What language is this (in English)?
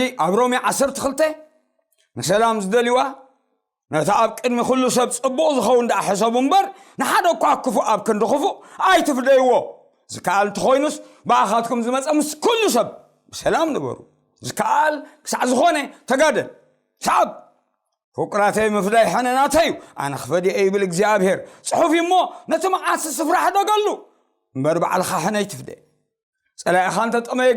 Tigrinya